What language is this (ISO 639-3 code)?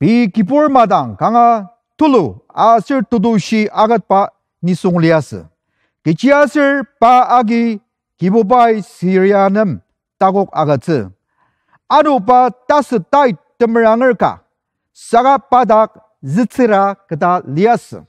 njo